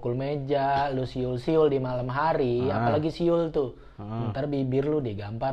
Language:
Betawi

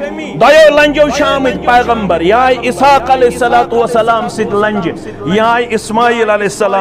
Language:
Kashmiri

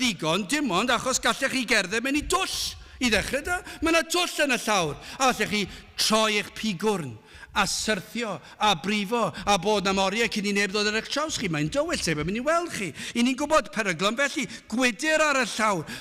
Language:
Welsh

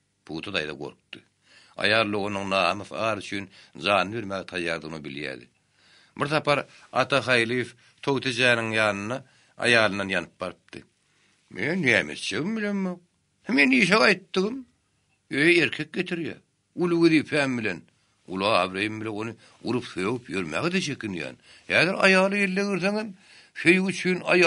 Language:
Turkmen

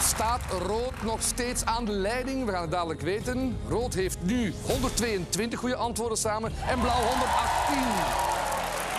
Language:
Dutch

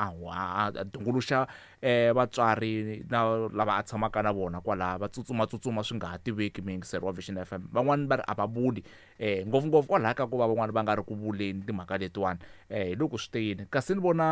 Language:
Tsonga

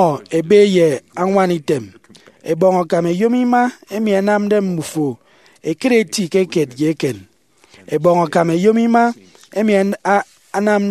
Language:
Efik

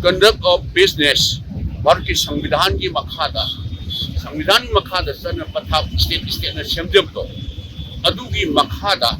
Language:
Manipuri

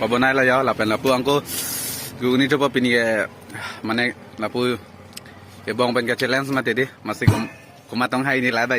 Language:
Karbi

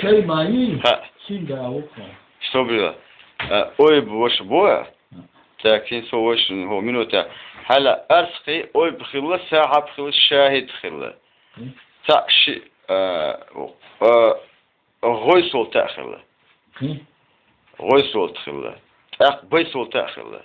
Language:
Chechen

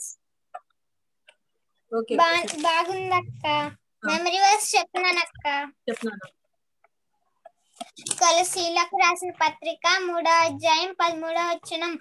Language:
Telugu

